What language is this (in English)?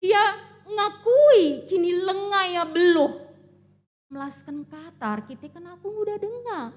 Batak Karo